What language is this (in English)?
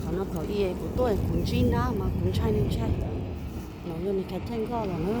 Hmong